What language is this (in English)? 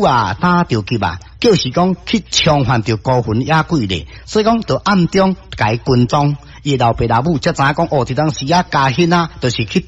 Min Nan Chinese